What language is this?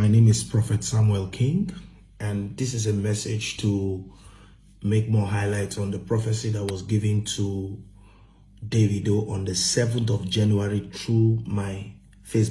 Nigerian Pidgin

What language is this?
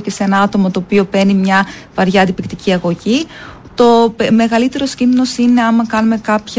Greek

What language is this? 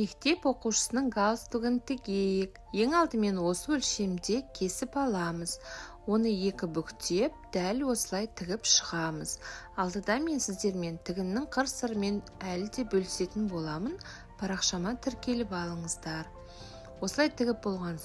Kazakh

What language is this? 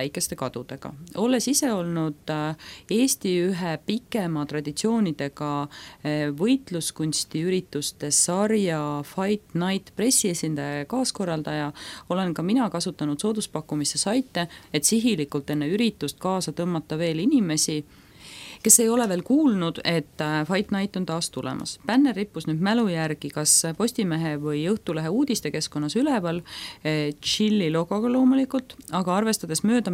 Estonian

